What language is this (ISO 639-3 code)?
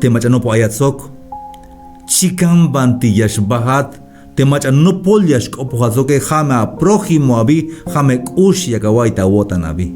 tzh